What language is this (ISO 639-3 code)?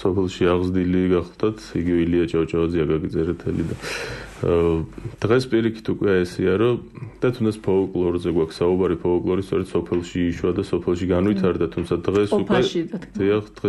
kat